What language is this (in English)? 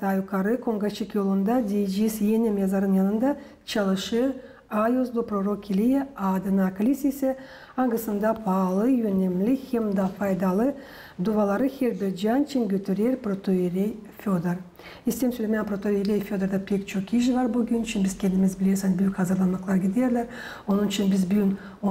Gagauz